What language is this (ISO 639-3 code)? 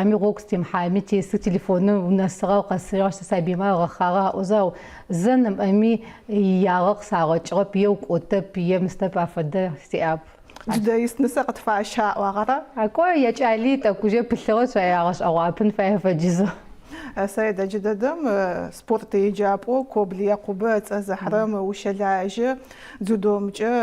ady